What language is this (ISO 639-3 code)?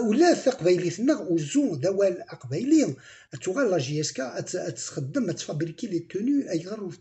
kab